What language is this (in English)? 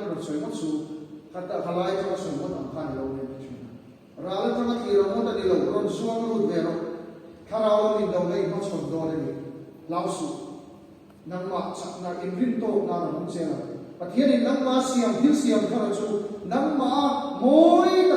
Mizo